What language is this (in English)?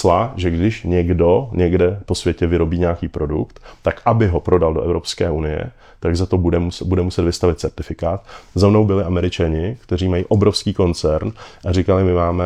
Czech